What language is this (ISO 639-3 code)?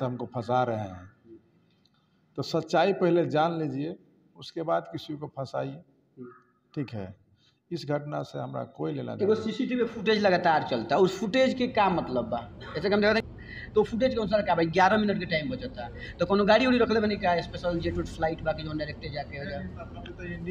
bho